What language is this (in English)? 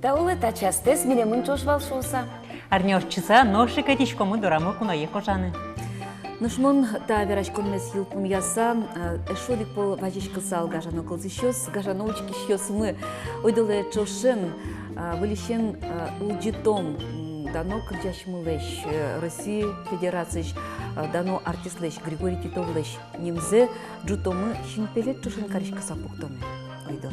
Udmurt